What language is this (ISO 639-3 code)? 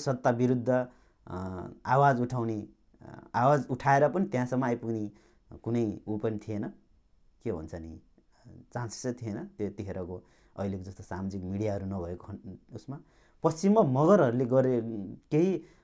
nep